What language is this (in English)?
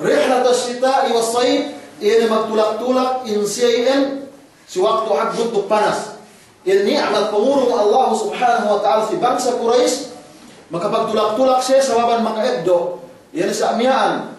Yakan